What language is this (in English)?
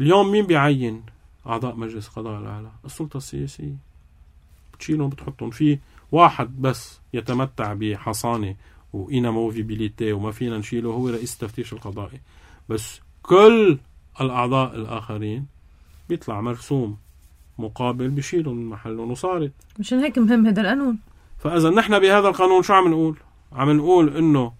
North Levantine Arabic